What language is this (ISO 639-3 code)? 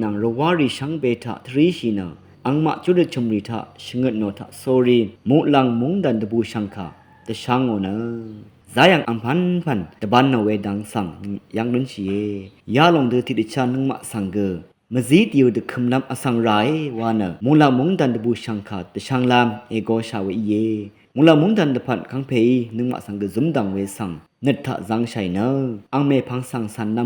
raw